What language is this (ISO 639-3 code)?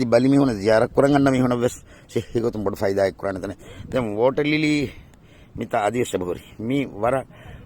div